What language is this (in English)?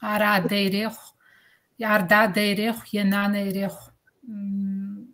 Kabardian